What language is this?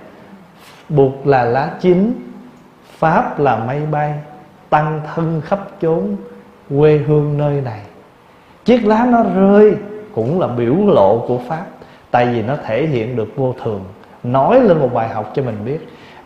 Vietnamese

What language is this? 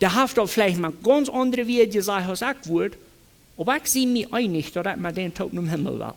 Plautdietsch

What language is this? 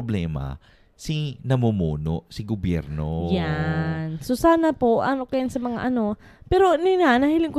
Bikol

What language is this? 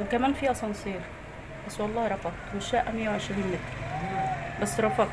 Egyptian Arabic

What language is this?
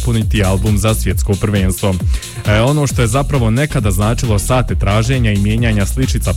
Bosnian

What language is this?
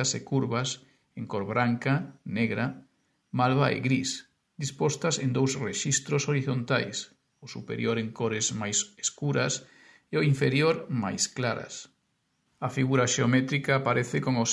Galician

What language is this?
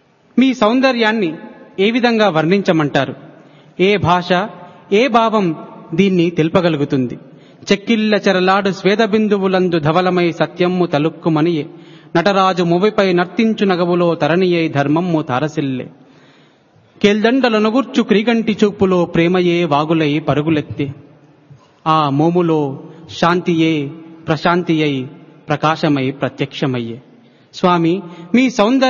Telugu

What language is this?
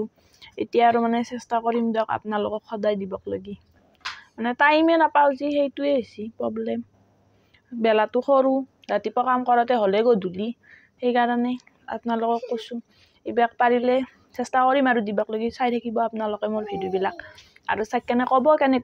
Assamese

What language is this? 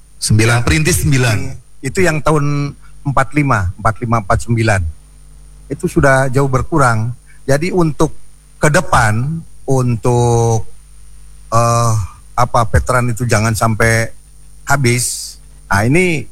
Indonesian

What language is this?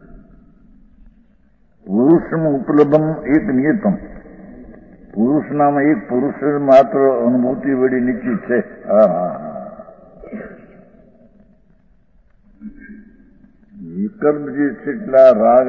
Gujarati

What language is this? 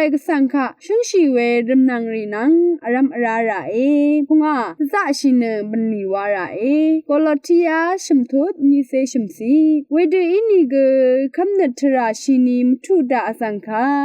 Rawang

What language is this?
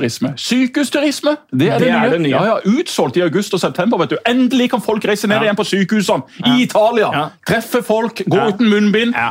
Norwegian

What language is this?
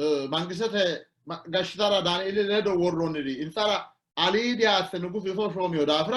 Sidamo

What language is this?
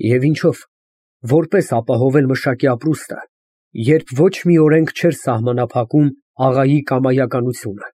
Armenian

